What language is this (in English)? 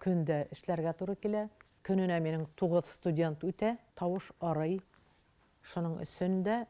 Bashkir